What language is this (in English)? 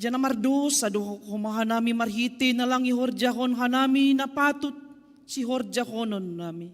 Batak Simalungun